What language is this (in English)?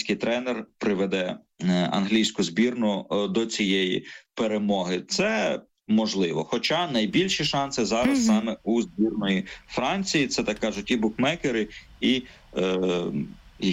Ukrainian